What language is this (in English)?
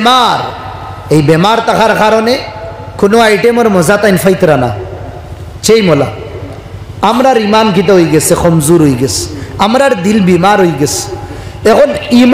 Sylheti